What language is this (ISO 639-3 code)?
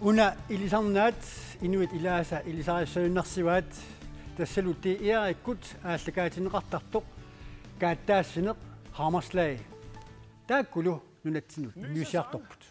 kal